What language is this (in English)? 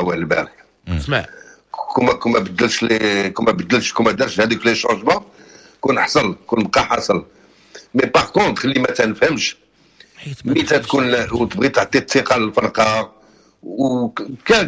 Moroccan Arabic